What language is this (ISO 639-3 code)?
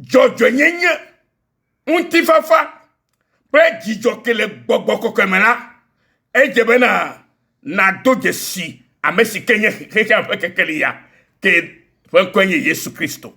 ewe